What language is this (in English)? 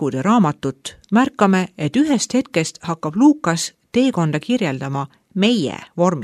Estonian